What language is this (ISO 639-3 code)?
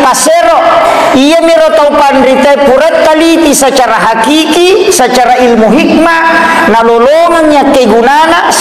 bug